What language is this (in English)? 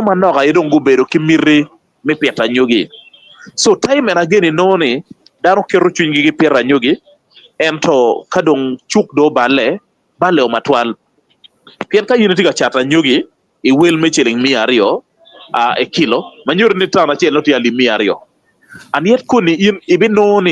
Acoli